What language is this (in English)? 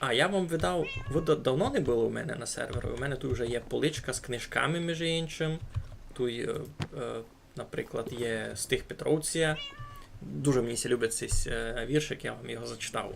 Rusyn